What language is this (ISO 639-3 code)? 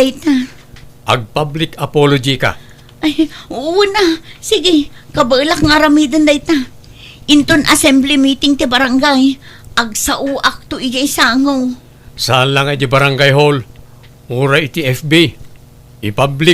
ilo